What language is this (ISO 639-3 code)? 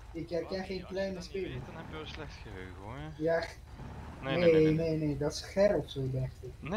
nld